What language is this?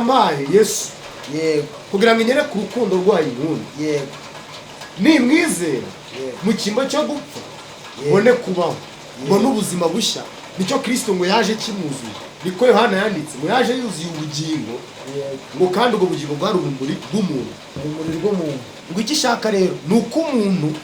Kinyarwanda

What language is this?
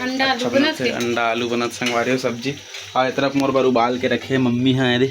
Chhattisgarhi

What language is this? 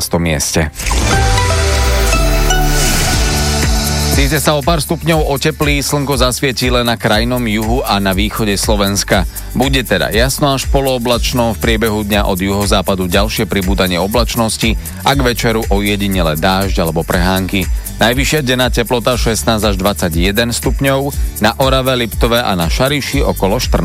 Slovak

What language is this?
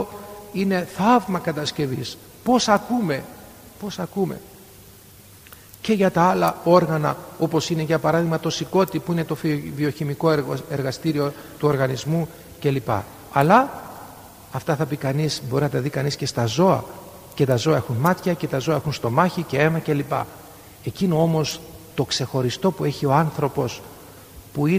Greek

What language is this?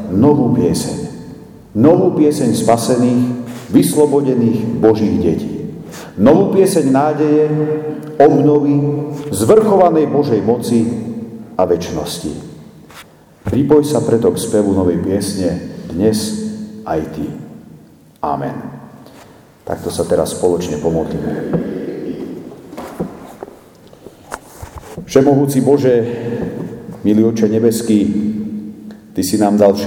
Slovak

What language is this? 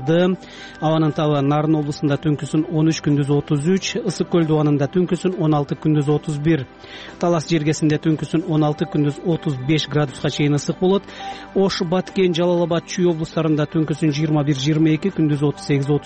Kyrgyz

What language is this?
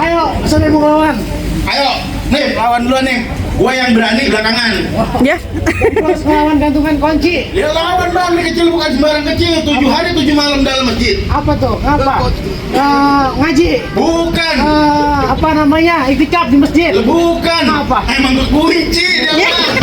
Betawi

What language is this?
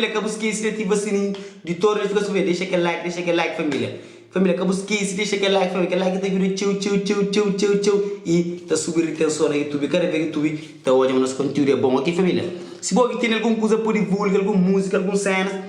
Kabuverdianu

